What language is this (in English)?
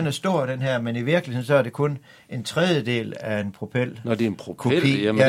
Danish